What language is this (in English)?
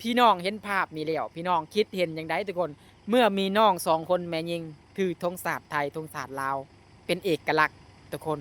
Lao